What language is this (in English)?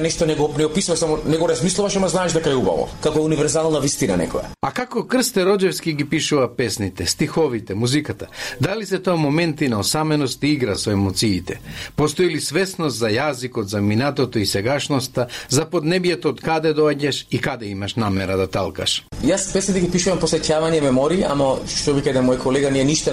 Macedonian